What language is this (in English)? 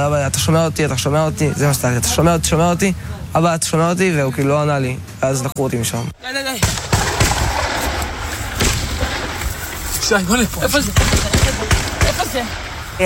Hebrew